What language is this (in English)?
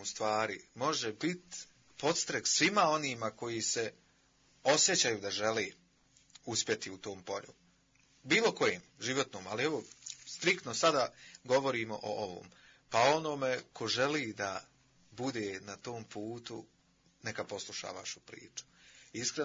Bosnian